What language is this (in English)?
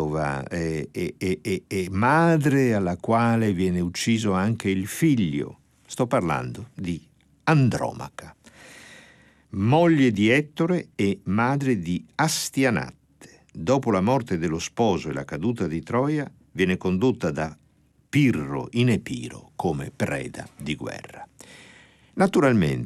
Italian